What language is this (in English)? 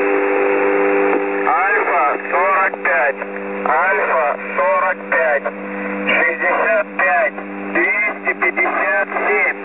Russian